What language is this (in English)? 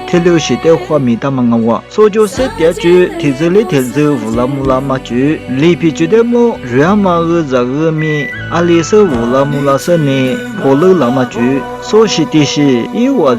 Lisu